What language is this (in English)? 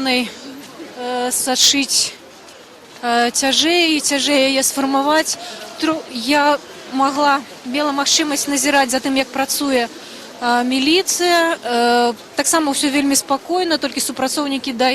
Belarusian